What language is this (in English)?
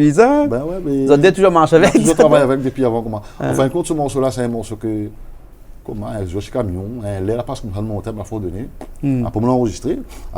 Réunion Creole French